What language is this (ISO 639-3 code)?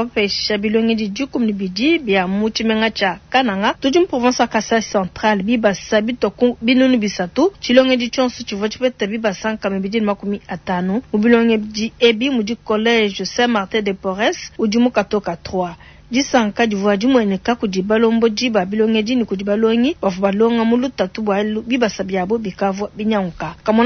lua